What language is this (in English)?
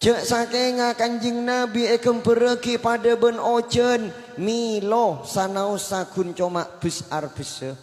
Madurese